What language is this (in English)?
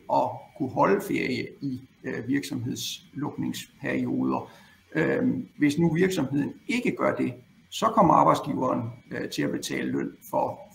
Danish